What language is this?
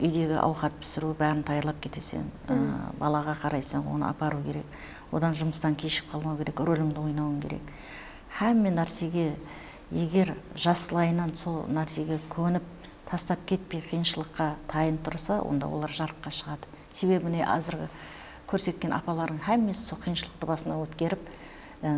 Kara-Kalpak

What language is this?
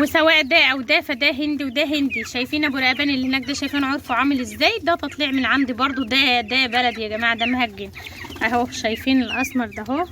Egyptian Arabic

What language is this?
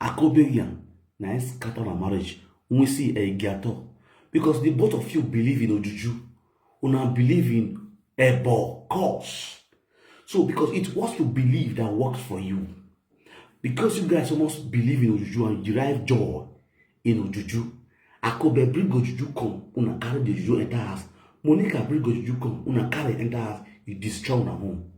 Nigerian Pidgin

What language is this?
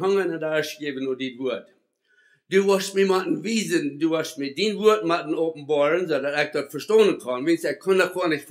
Plautdietsch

